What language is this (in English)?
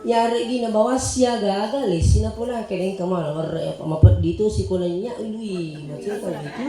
Buginese